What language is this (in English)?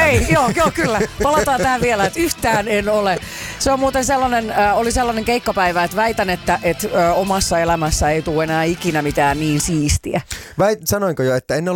Finnish